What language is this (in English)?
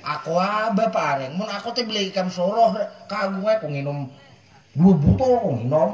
Banjar